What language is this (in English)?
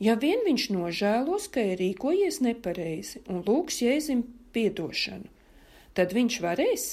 Latvian